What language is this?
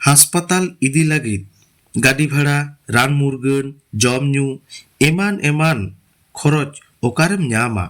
Santali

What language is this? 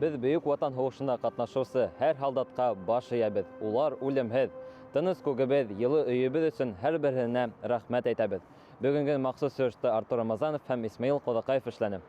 Bashkir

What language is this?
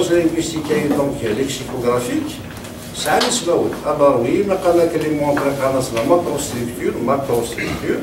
Kabyle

